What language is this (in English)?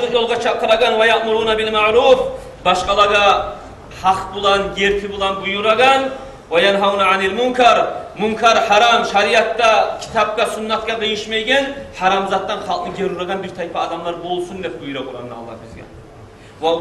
Kumyk